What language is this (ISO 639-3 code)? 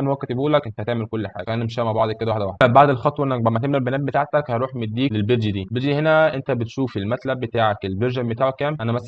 arz